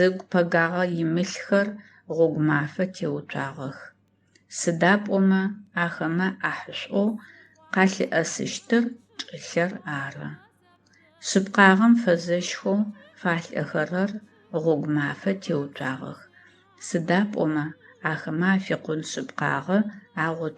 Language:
Adyghe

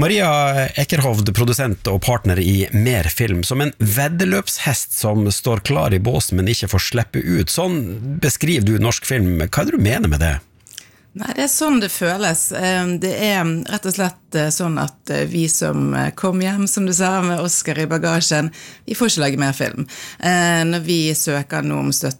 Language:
Norwegian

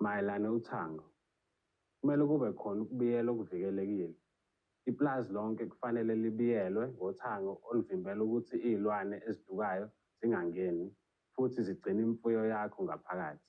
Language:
Zulu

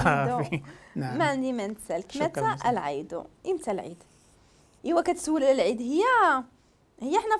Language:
Moroccan Arabic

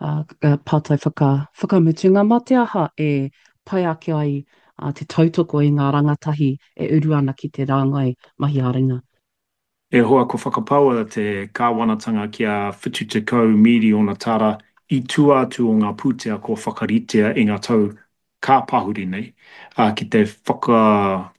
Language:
Māori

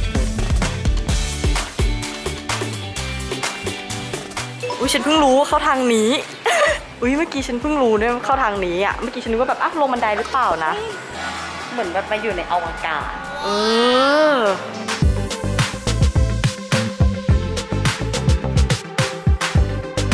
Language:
Thai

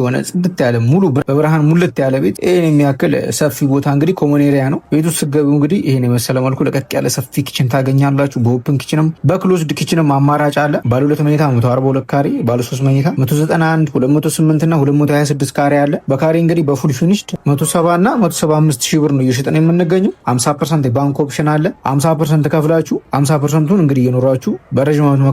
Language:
Amharic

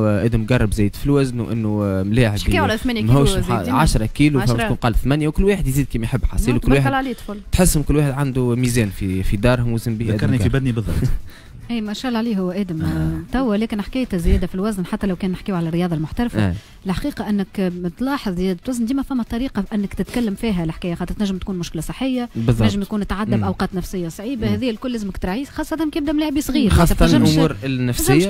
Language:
Tunisian Arabic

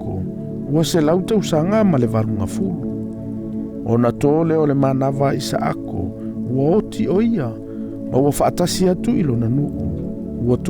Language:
Samoan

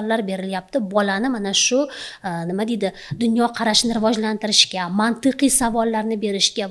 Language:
Uzbek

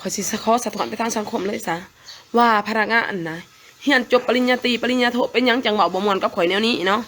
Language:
Lao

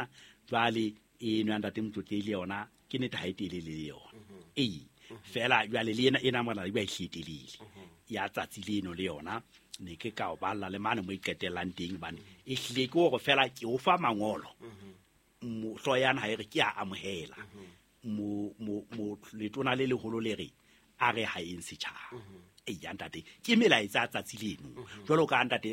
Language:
Southern Sotho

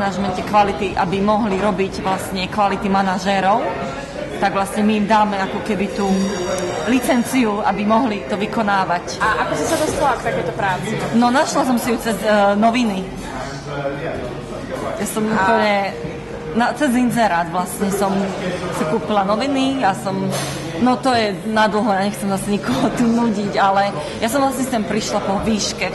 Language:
Slovak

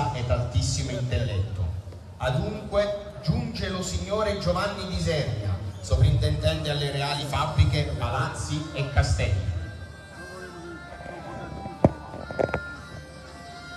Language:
Italian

